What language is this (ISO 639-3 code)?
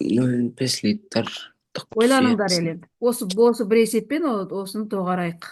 kaz